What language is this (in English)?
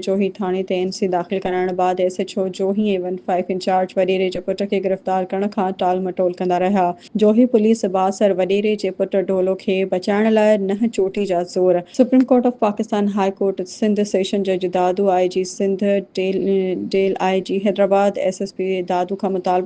Sindhi